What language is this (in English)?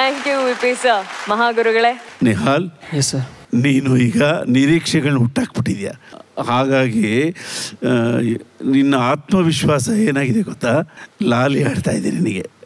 Kannada